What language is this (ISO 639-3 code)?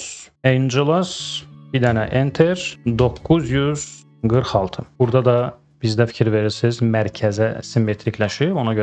aze